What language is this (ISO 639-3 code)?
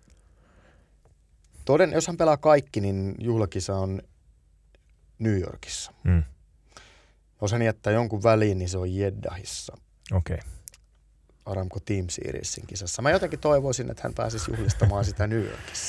fin